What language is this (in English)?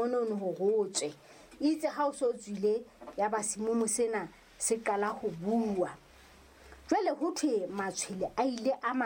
Southern Sotho